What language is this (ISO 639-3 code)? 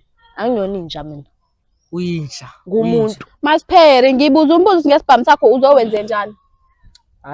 zul